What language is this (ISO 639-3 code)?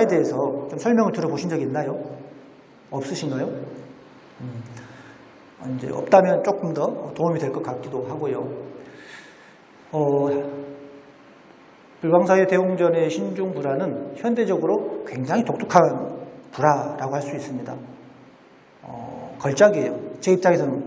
kor